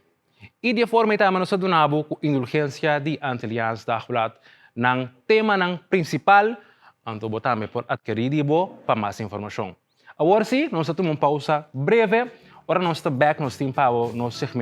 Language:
Papiamento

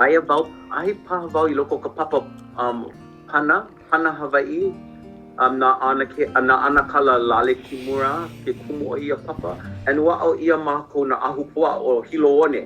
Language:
Hawaiian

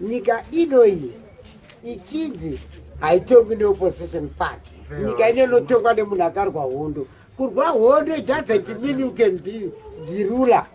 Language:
Shona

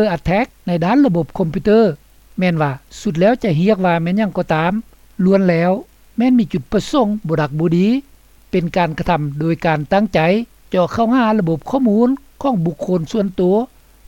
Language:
Lao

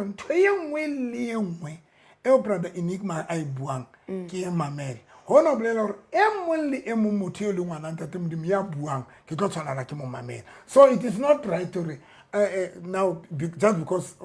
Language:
Southern Sotho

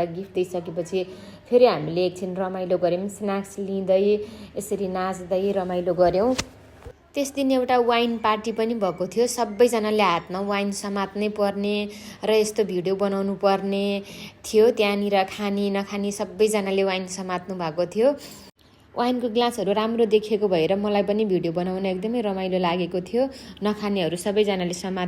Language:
Nepali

